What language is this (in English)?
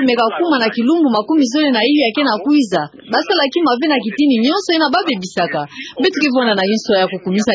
Kituba (Democratic Republic of Congo)